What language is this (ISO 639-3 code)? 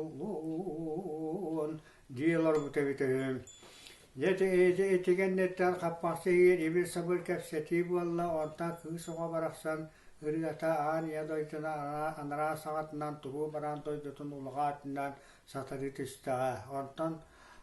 sah